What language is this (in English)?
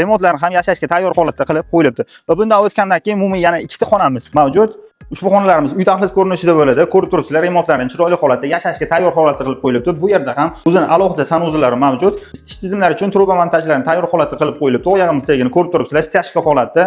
Uzbek